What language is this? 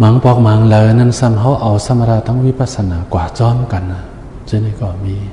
Shan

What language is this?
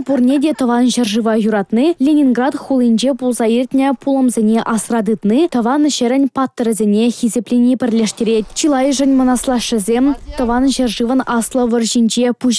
Chuvash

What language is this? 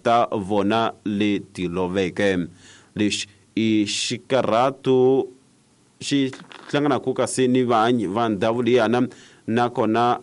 Tsonga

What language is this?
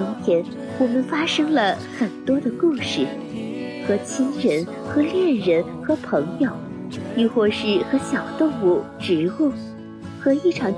Chinese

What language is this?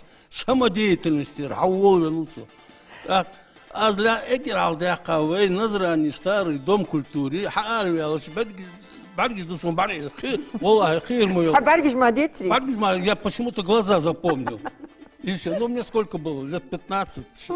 Ingush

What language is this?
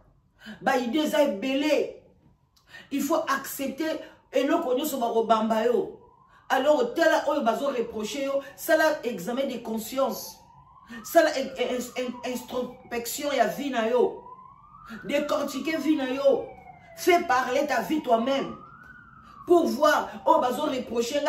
Lingala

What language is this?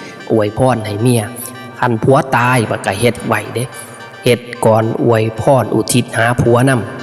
Northeastern Thai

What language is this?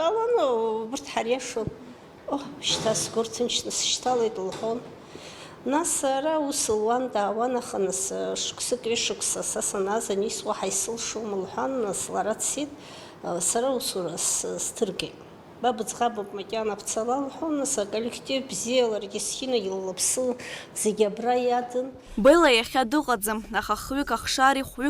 Abkhazian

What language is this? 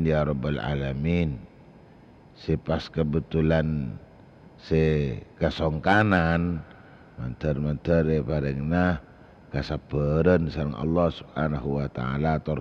Madurese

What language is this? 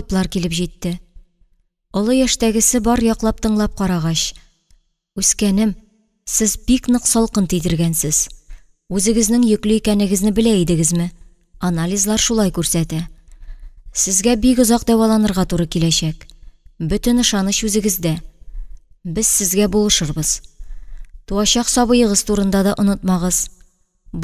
Tatar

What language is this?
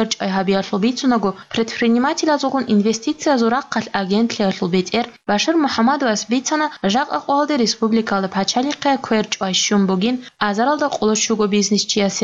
Avaric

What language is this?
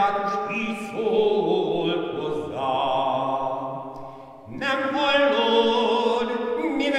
Hungarian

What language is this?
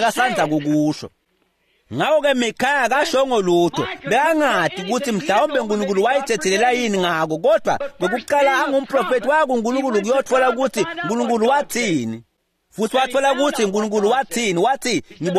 Swati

